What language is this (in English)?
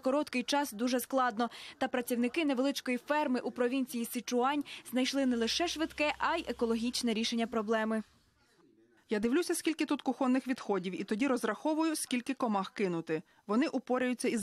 Ukrainian